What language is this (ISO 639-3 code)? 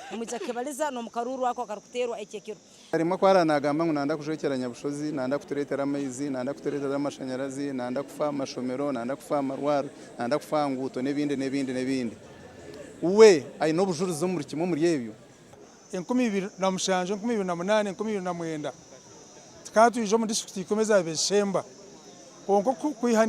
nyn